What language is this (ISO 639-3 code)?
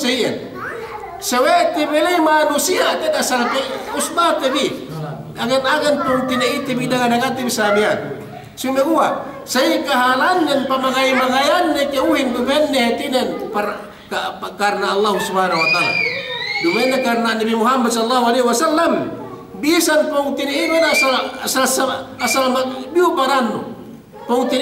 yka